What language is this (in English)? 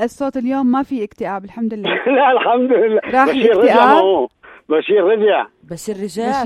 North Levantine Arabic